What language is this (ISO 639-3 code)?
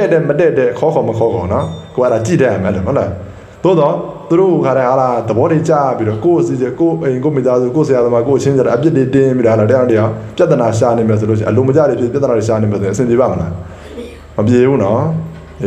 mya